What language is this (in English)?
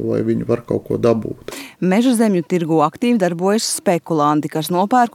Latvian